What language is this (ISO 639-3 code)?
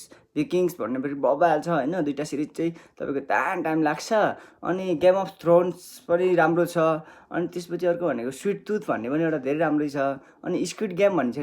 nep